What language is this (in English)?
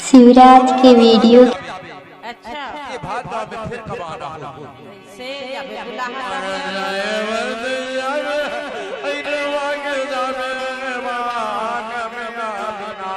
Chhattisgarhi